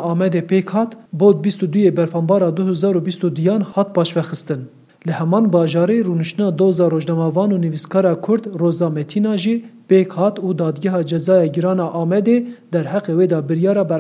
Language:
Kurdish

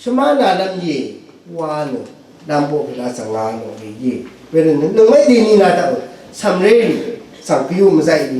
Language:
Rawang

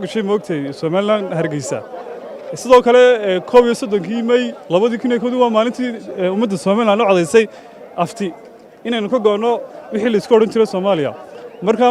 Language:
Somali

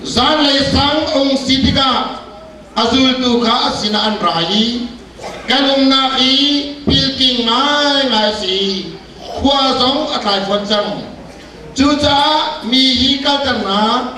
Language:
Hakha Chin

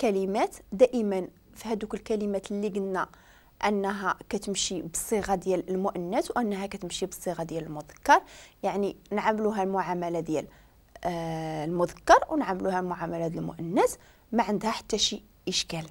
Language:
Moroccan Arabic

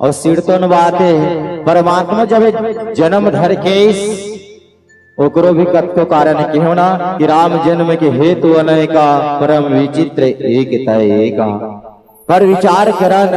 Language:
Chhattisgarhi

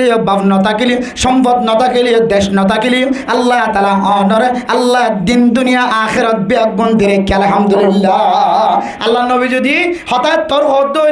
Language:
Rohingya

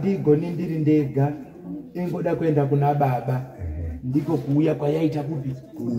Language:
Shona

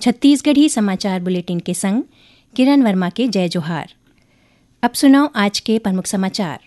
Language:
Chhattisgarhi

